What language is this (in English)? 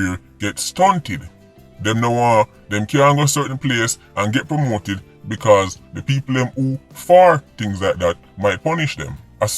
Jamaican Creole English